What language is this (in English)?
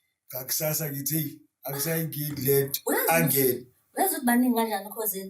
Zulu